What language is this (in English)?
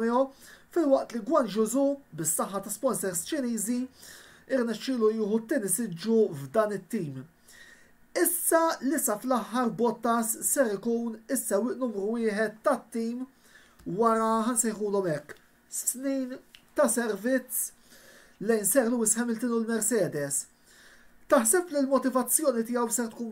Maltese